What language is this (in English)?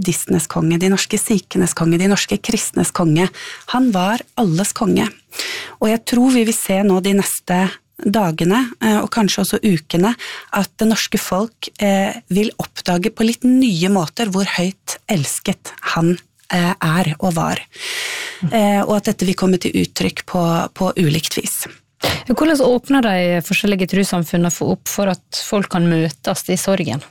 Norwegian